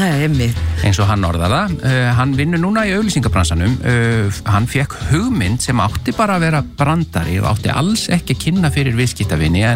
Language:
Icelandic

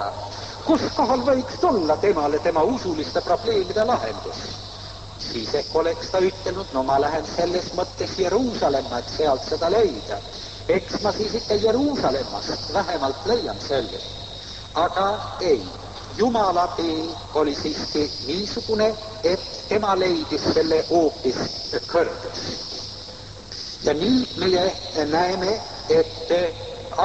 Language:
Estonian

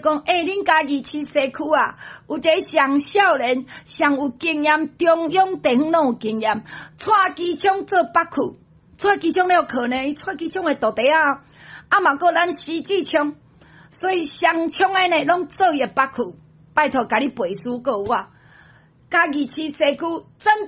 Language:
Min Nan Chinese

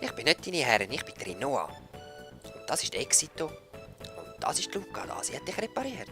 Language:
Swiss German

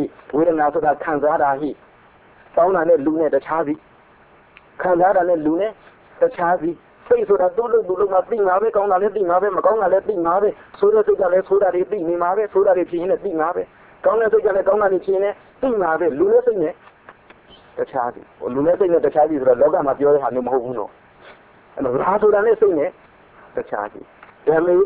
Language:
Burmese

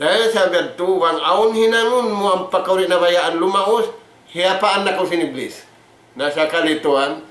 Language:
Tausug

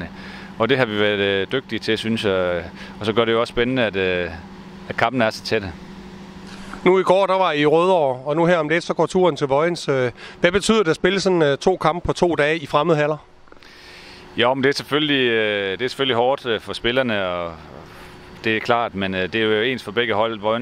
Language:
Danish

